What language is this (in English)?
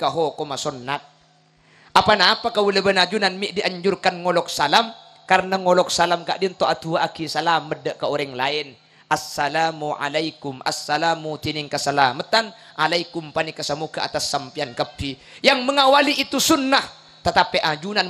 Madurese